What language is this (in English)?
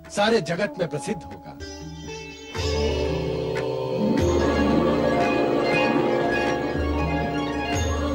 Hindi